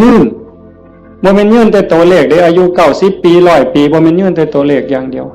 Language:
Northeastern Thai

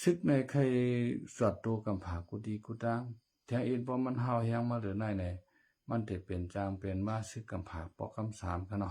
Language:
Shan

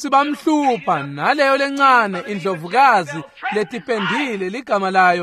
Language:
Swati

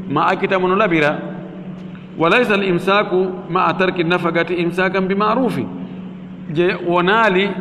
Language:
Fula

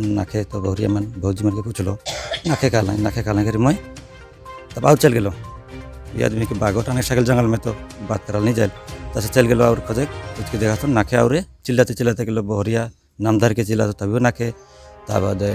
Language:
Sadri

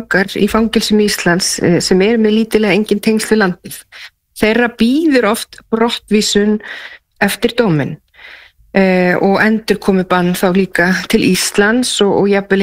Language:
Icelandic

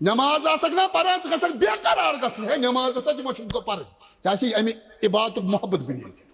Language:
Kashmiri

